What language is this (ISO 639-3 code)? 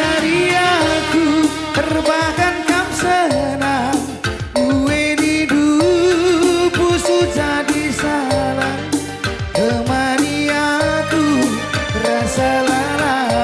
btx